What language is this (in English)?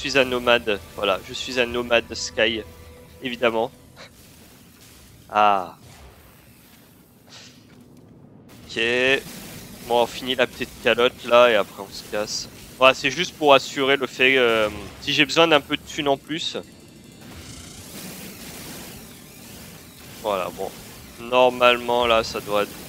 French